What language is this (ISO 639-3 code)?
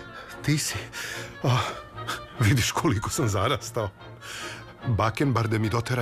srp